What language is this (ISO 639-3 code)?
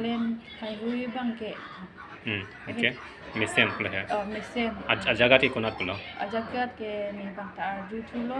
mjw